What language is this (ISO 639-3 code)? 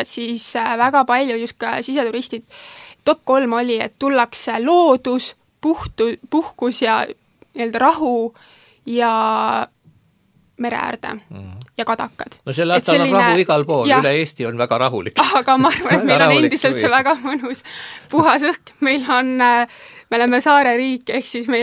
est